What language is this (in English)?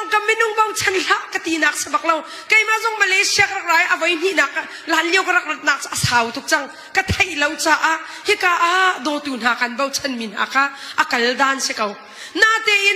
Hakha Chin